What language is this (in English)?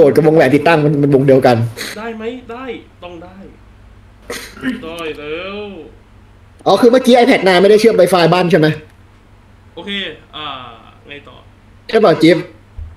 Thai